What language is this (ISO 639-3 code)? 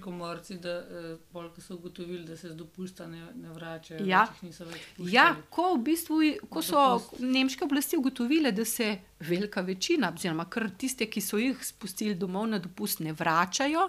slv